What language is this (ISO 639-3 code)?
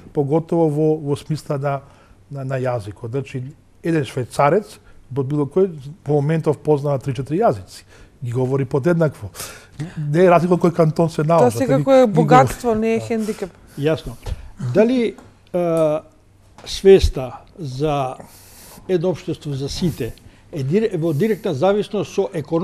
mkd